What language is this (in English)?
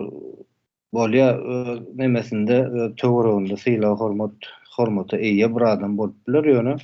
Turkmen